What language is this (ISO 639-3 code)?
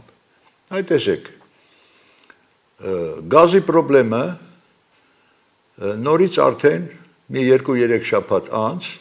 hye